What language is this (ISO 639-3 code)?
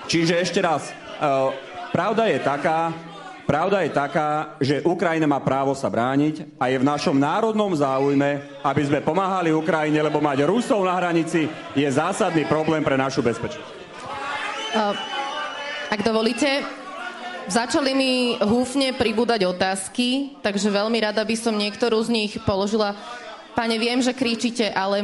slk